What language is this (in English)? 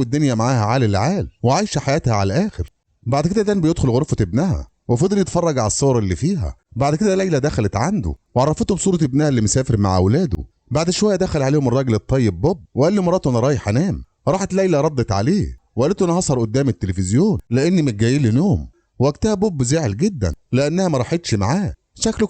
Egyptian Arabic